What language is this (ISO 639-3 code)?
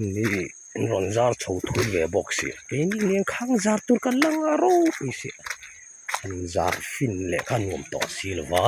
lus